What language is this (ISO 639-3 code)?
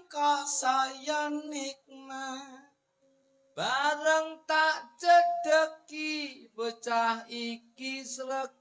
jav